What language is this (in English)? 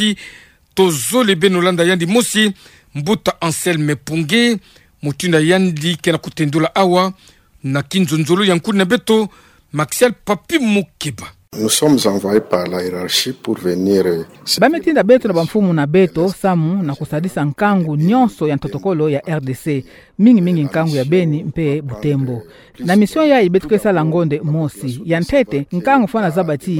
Kituba (Democratic Republic of Congo)